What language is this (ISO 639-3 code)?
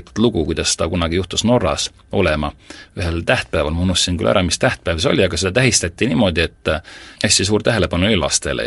est